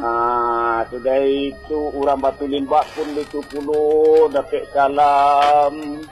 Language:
Minangkabau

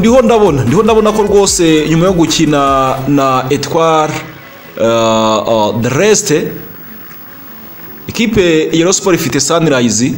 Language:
Kinyarwanda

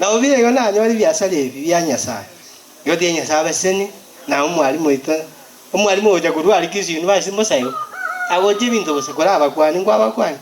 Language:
Gusii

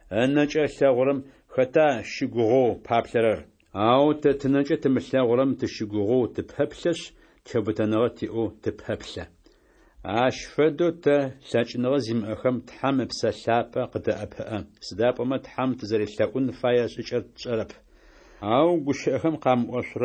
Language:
Adyghe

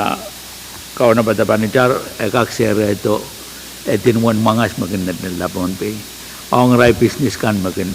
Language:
Pohnpeian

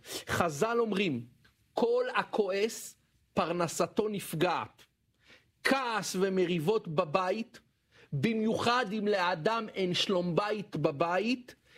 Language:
Hebrew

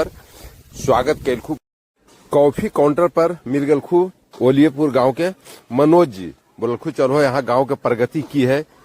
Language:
Magahi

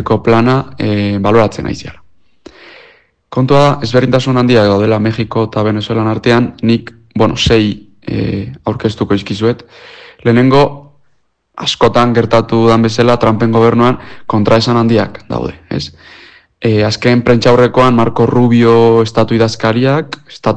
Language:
Basque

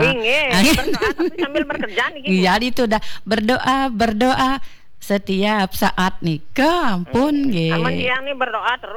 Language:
Balinese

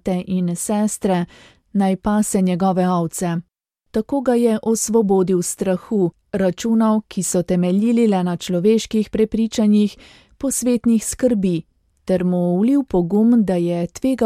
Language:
Slovenian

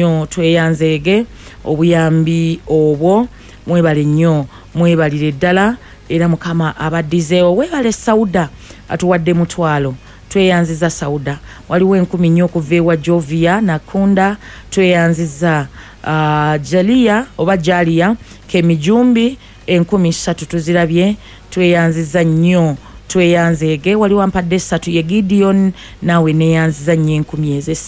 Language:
Ganda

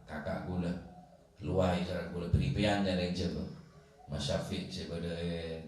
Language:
Madurese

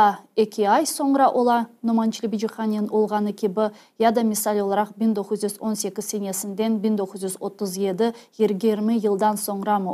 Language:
Crimean Tatar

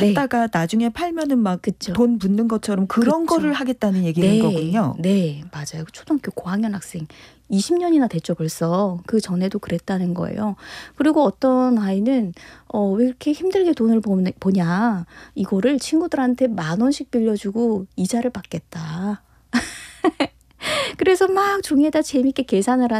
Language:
Korean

